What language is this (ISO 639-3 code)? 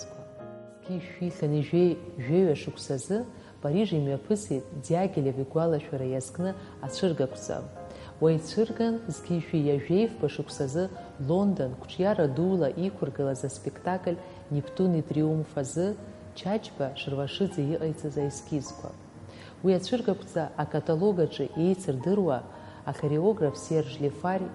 abk